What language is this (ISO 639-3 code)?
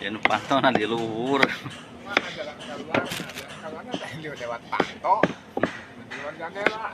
sun